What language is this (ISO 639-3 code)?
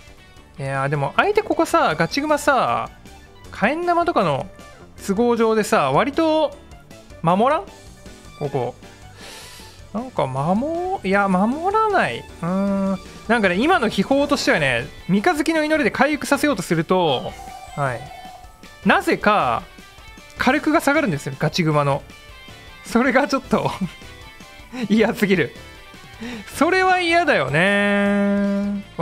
jpn